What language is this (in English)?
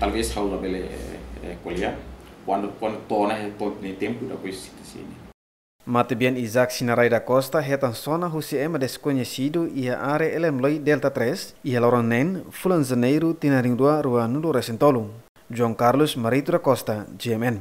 Tetum